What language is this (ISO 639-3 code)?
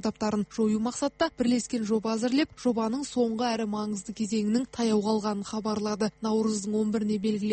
kaz